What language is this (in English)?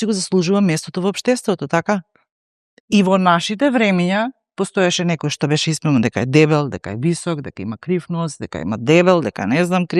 Macedonian